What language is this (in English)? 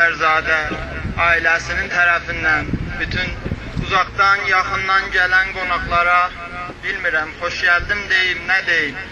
South Azerbaijani